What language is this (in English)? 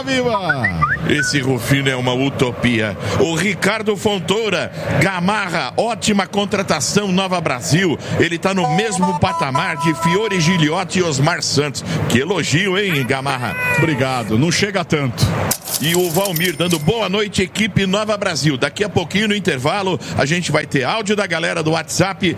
Portuguese